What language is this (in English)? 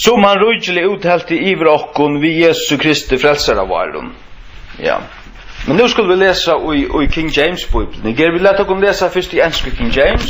Faroese